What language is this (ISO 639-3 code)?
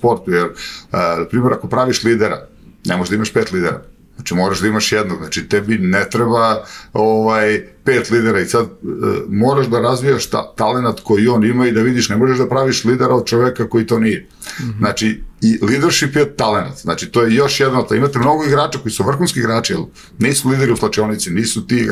srp